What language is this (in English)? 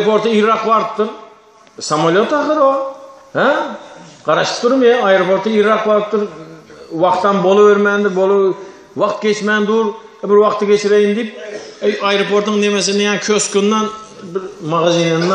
Turkmen